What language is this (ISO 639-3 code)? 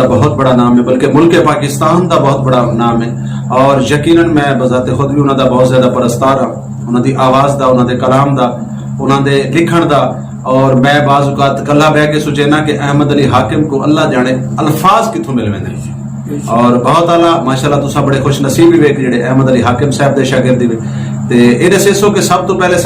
skr